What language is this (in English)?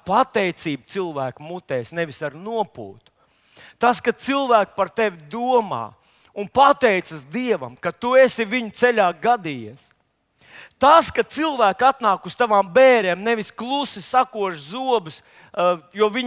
Latvian